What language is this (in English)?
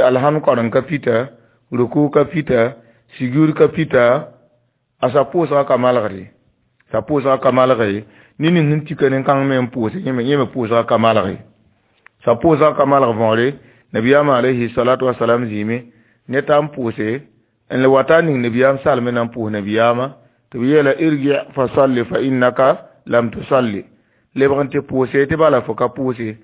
Mossi